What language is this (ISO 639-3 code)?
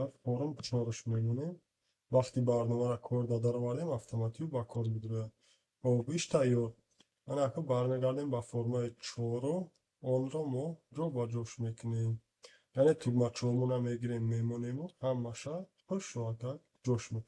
tgk